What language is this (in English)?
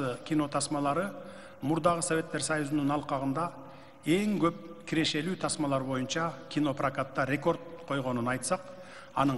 Kyrgyz